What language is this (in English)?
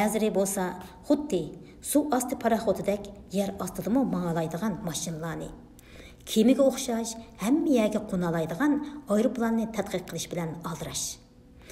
Uyghur